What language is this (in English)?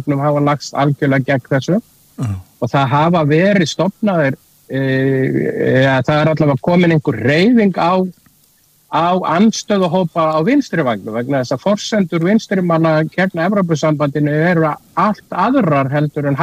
Icelandic